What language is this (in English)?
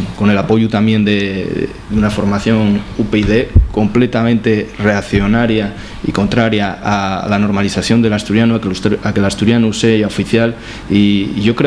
Asturian